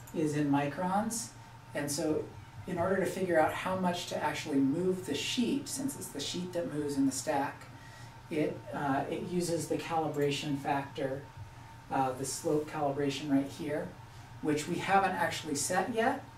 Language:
English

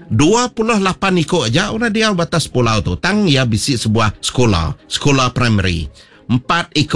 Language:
Iban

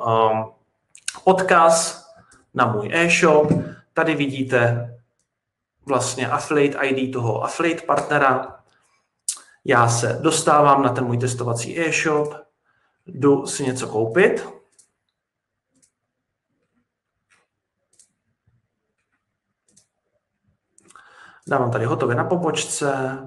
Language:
Czech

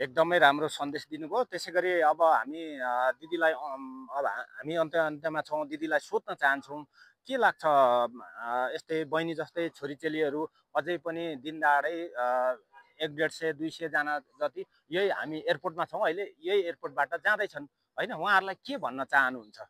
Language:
Nepali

